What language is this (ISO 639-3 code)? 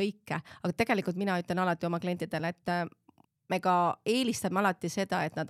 est